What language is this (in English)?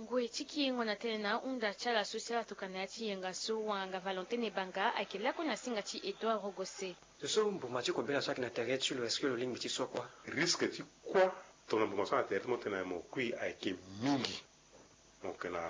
Sango